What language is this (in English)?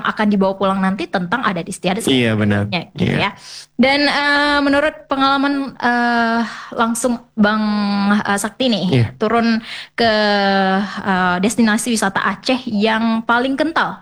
Indonesian